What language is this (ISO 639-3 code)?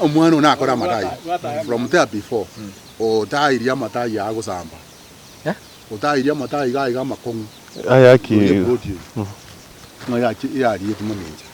guz